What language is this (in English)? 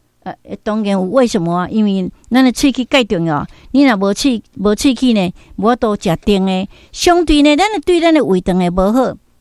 Min Nan Chinese